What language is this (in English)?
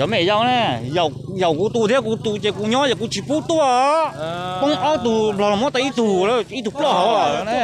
Hmong